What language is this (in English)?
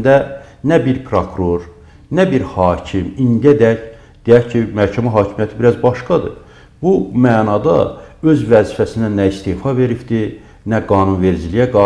Azerbaijani